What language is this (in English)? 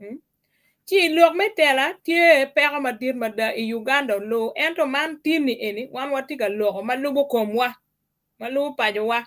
Acoli